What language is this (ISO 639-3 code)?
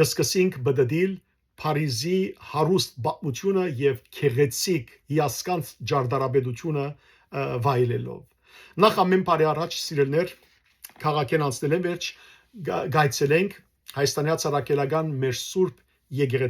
hyw